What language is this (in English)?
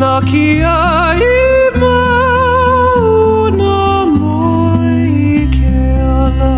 Hawaiian